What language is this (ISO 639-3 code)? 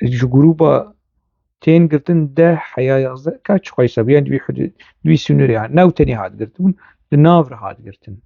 kur